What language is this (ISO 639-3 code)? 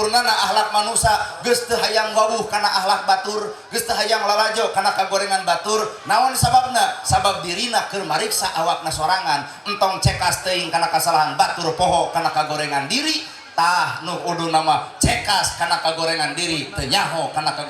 sun